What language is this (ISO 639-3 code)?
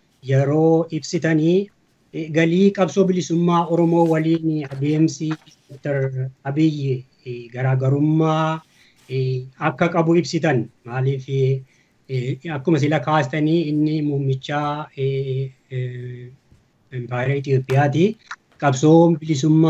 orm